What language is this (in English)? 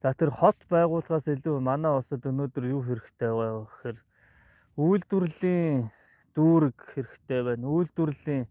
Mongolian